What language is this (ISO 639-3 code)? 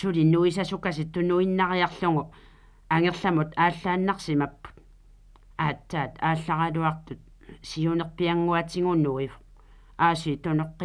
kal